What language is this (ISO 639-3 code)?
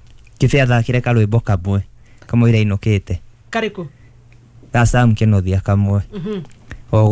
kik